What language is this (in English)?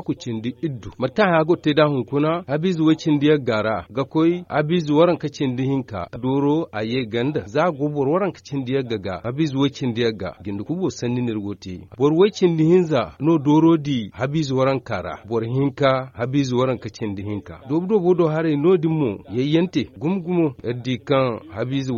Zarma